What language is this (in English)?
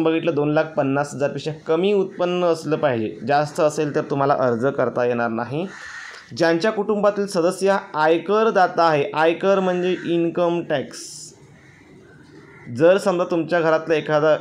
Marathi